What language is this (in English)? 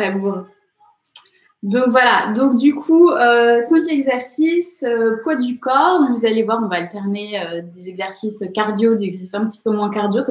French